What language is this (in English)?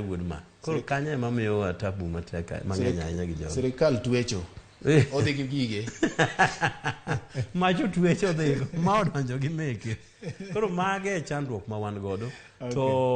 Luo (Kenya and Tanzania)